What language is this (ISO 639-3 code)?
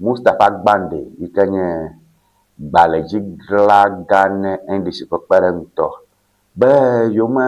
ewe